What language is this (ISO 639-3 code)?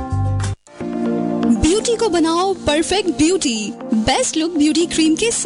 hin